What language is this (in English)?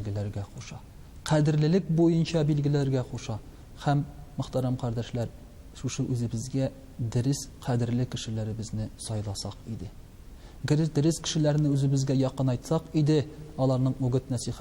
Tatar